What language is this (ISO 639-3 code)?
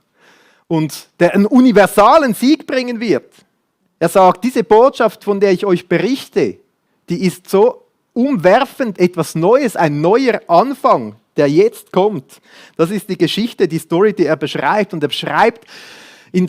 gsw